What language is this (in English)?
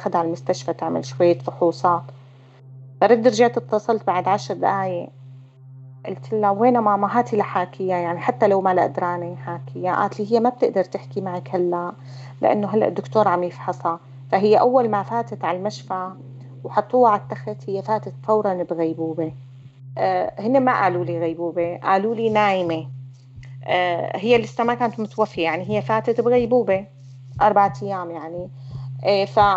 North Levantine Arabic